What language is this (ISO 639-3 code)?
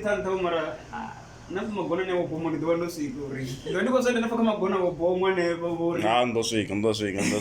ven